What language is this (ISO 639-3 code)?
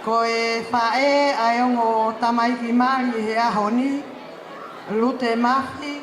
ton